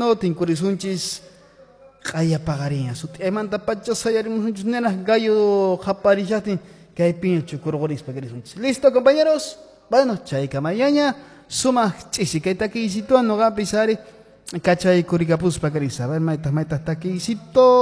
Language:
Quechua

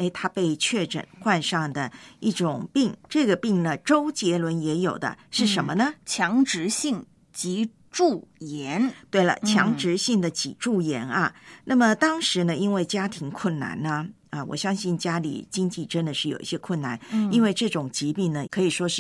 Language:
Chinese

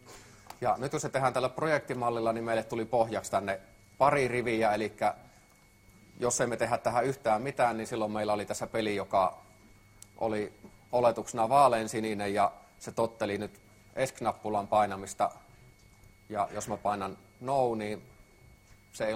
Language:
Finnish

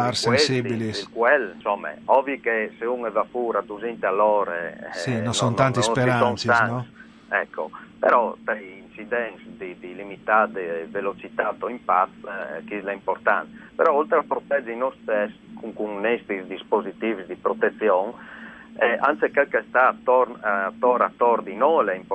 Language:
Friulian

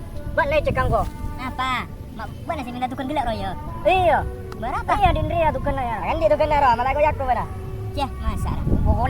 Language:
Madurese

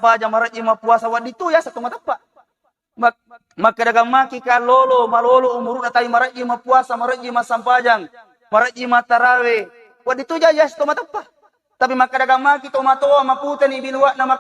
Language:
Buginese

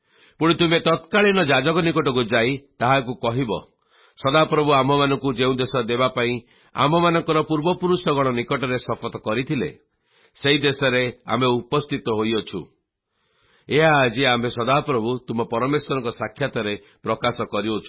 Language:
Odia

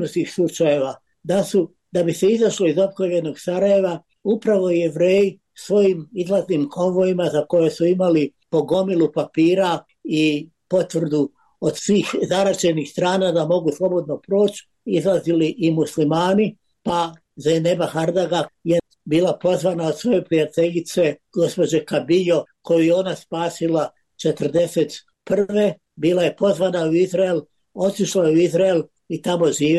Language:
Bosnian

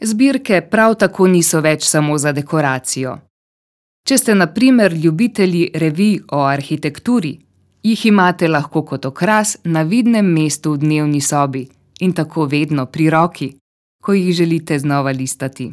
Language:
Slovenian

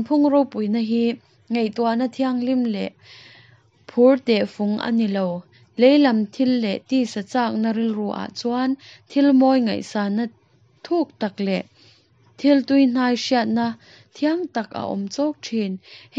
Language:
Mizo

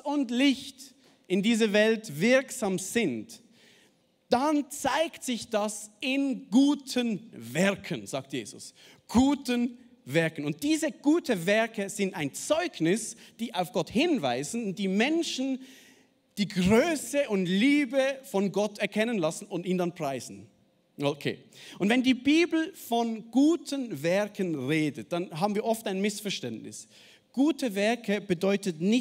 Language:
Swiss German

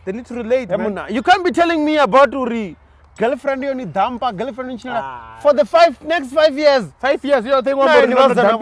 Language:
Venda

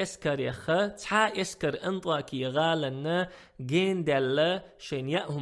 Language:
Chechen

